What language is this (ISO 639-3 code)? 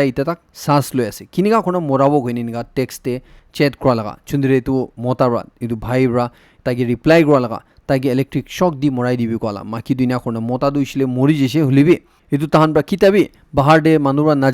nag